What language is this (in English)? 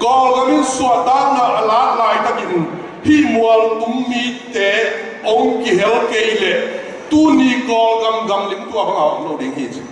Tedim Chin